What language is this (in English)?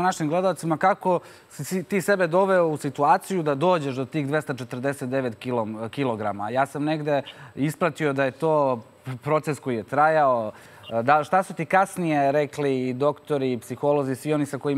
Serbian